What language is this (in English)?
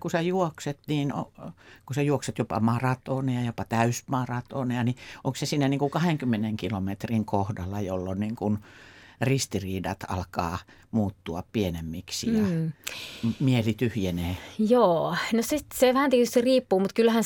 Finnish